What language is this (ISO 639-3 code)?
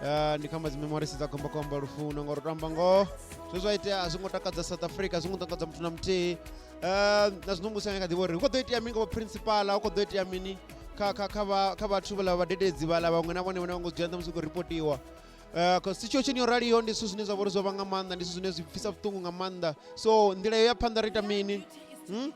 ven